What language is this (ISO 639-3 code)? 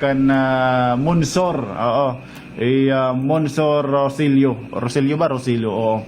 war